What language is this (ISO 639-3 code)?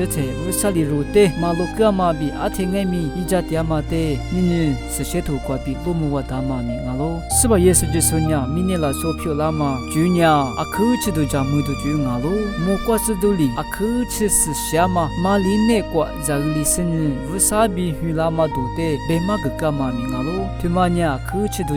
lis